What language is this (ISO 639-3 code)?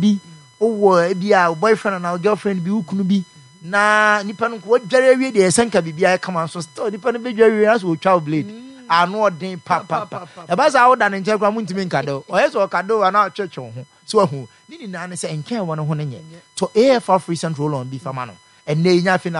aka